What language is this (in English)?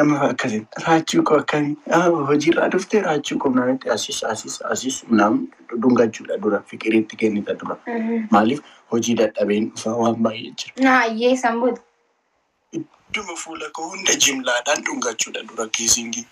Oromo